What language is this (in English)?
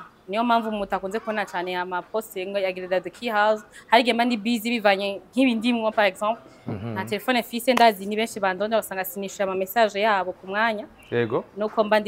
Rundi